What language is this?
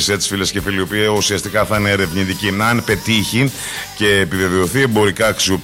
Greek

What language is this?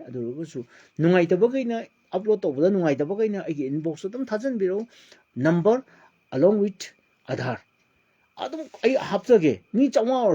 Manipuri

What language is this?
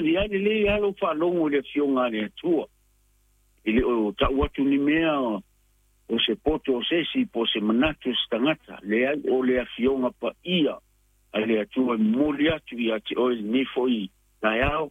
Samoan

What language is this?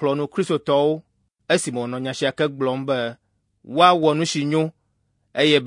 Ewe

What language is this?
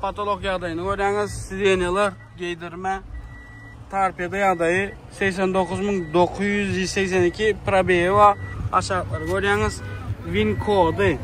Turkmen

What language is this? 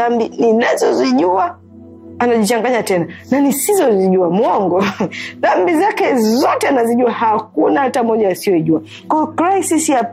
Swahili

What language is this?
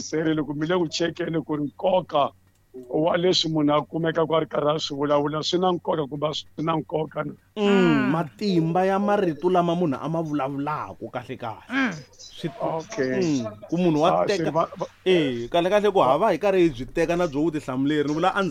Tsonga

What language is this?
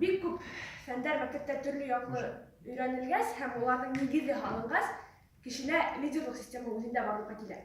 Bashkir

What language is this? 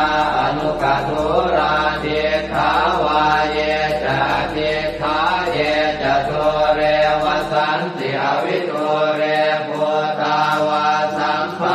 Pali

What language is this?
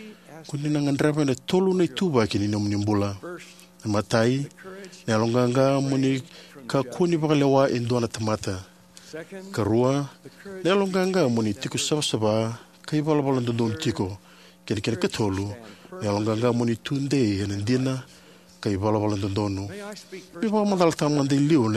Fijian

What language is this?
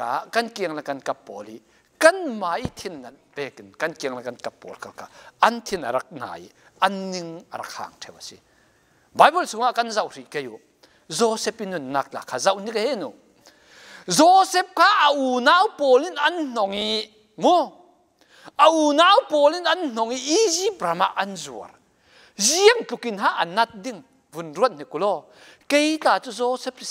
Falam Chin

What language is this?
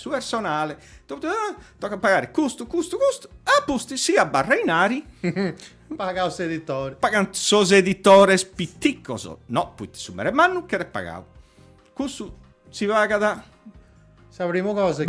Sardinian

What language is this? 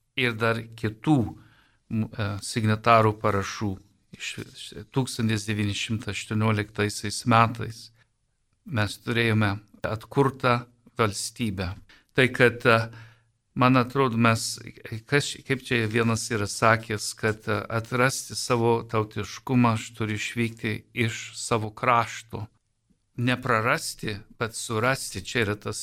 Lithuanian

